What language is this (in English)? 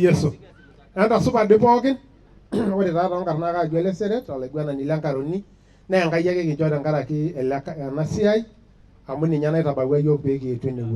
Masai